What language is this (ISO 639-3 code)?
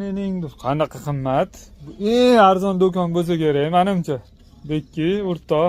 uzb